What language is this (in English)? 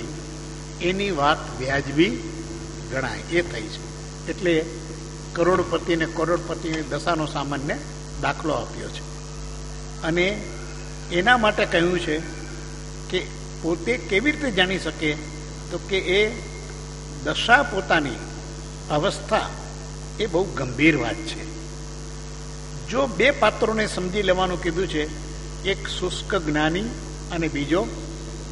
Gujarati